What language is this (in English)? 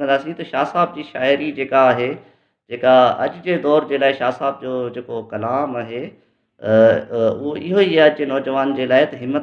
Sindhi